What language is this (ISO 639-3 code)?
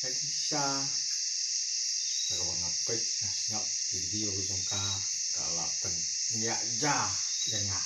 kha